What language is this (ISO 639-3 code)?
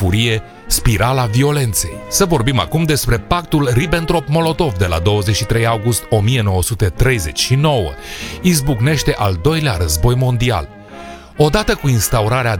ron